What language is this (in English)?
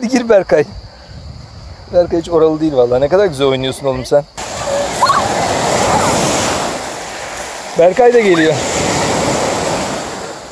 Turkish